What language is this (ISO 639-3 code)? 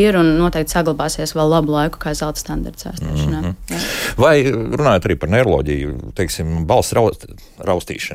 lav